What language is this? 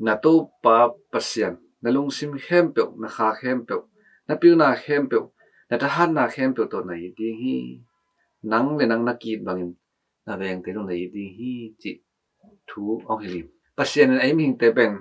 Tedim Chin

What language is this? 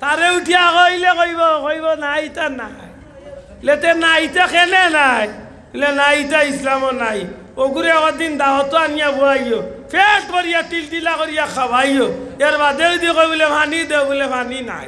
Sylheti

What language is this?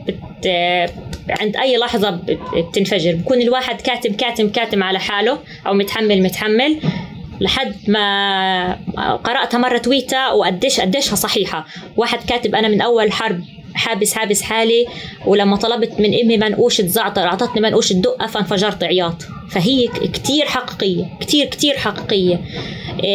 North Levantine Arabic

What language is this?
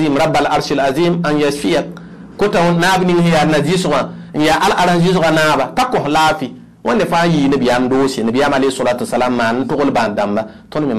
Mossi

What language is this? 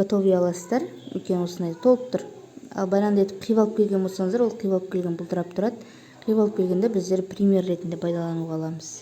Kazakh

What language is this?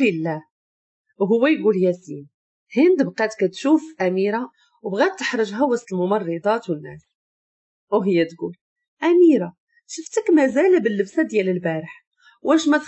Moroccan Arabic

